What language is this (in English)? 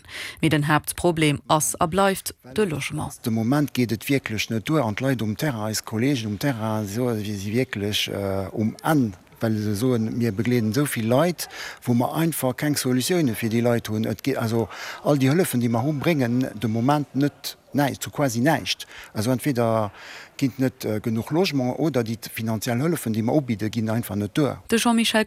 Luxembourgish